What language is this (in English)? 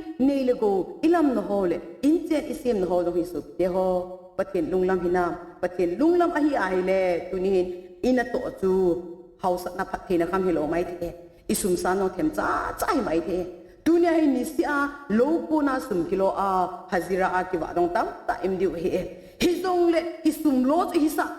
Thado Chin